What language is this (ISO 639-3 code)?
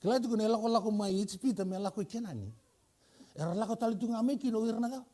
fij